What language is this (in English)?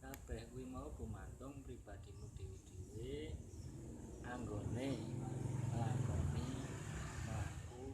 Javanese